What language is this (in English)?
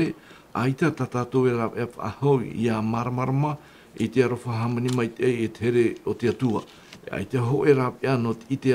Tahitian